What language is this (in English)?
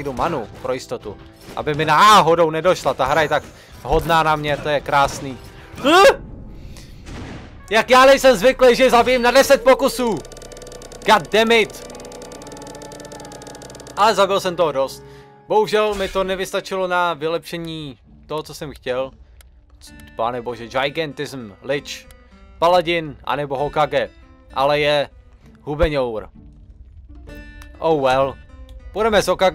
Czech